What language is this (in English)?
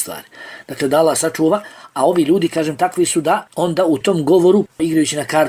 Bosnian